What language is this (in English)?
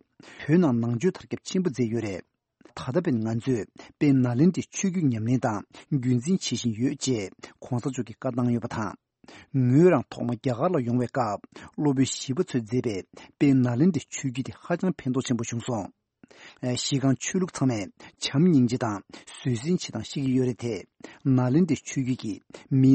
Tibetan